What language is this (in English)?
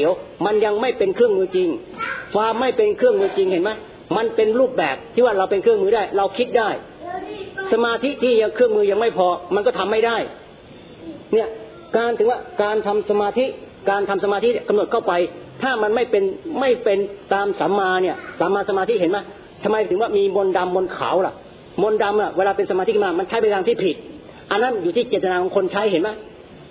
Thai